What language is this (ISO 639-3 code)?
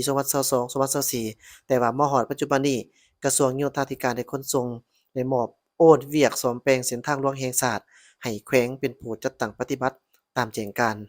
lao